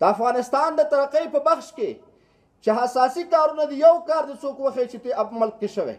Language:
Pashto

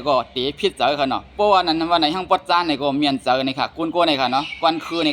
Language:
Shan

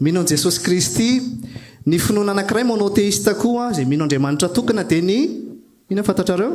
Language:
Malagasy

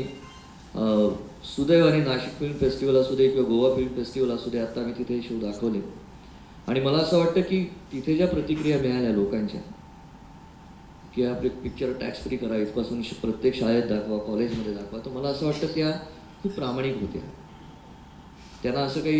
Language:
Marathi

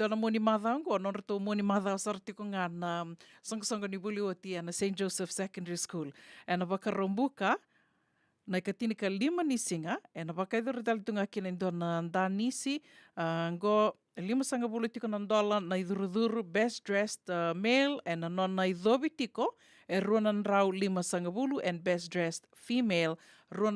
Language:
Fijian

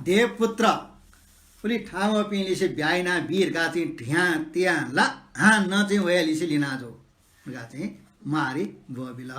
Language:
Newari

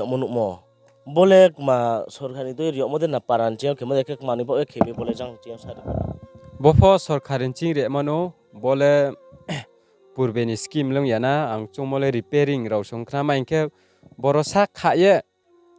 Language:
Riang (India)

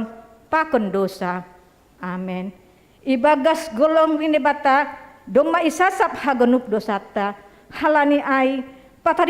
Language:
Batak Simalungun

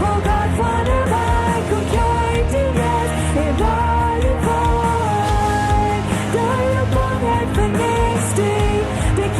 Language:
Plautdietsch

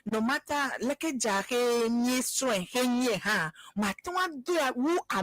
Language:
Ewe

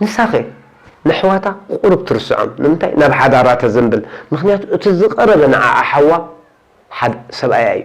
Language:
Tigrinya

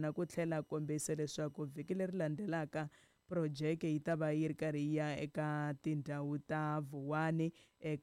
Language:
Tsonga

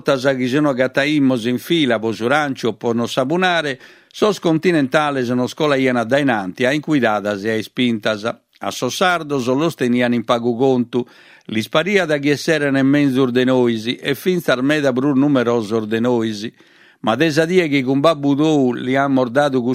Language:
Sardinian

